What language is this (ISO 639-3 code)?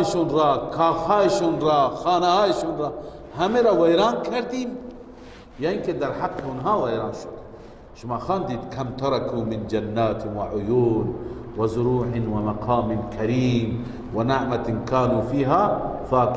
fas